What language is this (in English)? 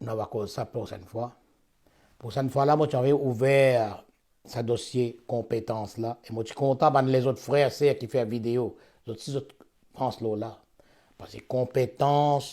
Morisyen